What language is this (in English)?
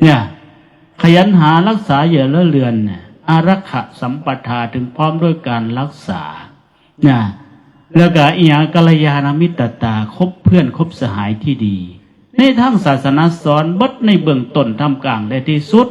Northeastern Thai